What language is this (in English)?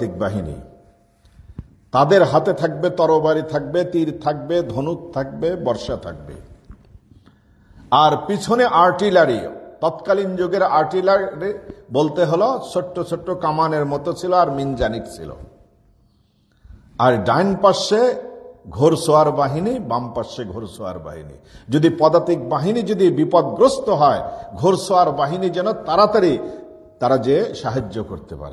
Bangla